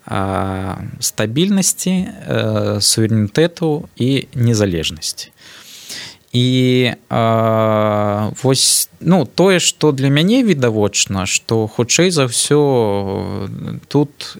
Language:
Belarusian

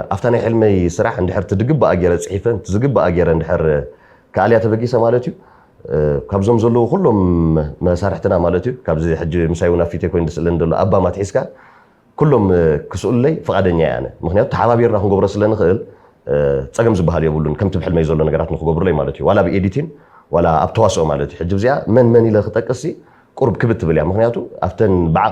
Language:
Tigrinya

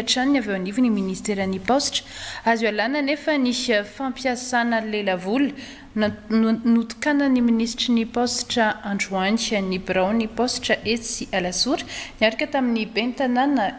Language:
Malagasy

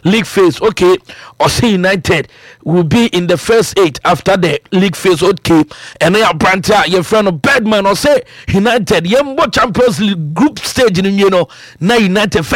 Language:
Akan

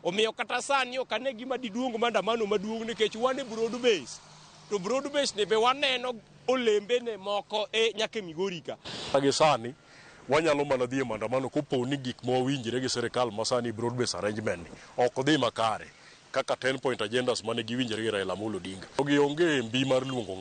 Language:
Luo (Kenya and Tanzania)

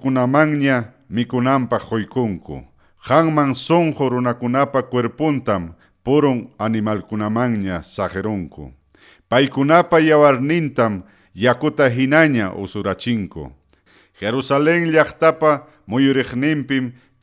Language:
Ayacucho Quechua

